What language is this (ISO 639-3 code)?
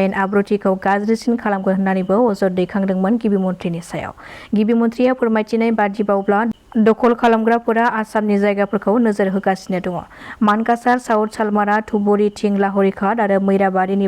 brx